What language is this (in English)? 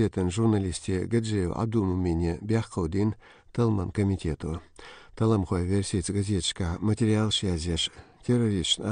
Chechen